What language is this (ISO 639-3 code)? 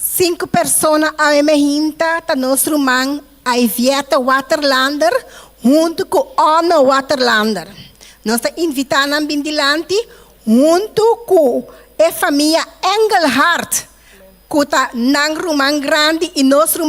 pap